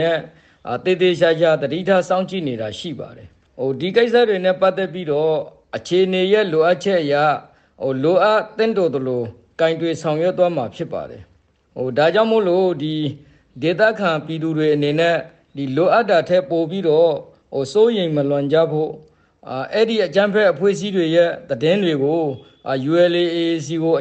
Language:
Burmese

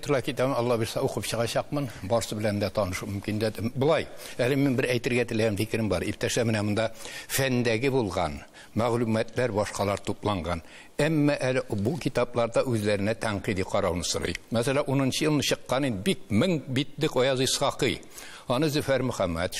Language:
Tatar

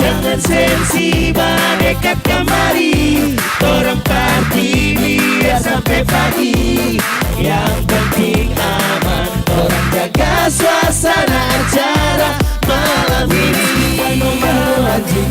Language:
Manado Malay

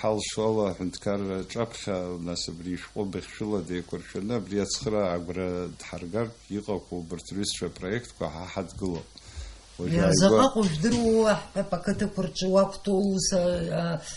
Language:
Abkhazian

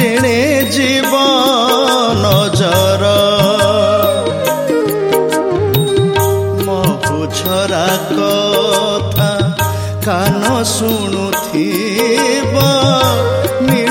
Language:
Odia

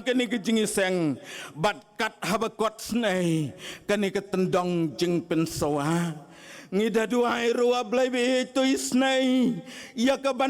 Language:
Khasi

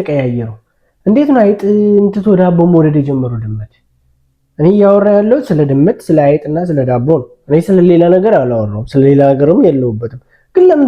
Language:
Amharic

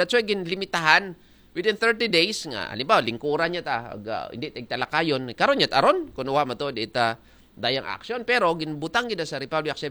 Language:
Aklanon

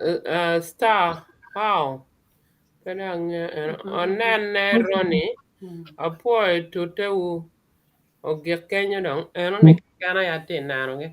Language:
Acoli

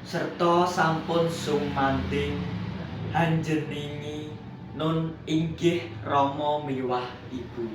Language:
Javanese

